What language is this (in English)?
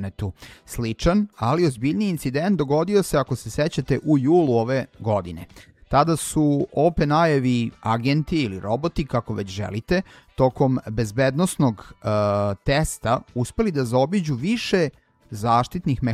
Serbian